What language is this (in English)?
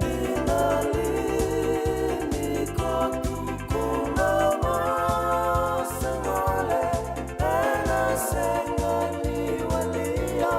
Fijian